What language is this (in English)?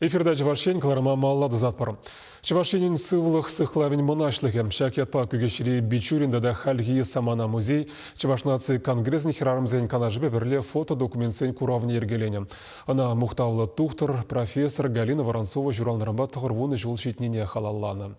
Chuvash